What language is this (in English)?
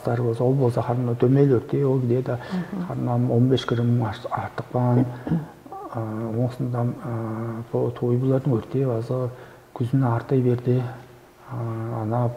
Tuvinian